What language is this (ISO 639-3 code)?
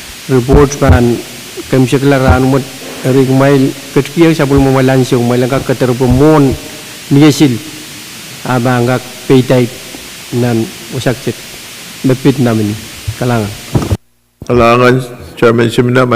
pon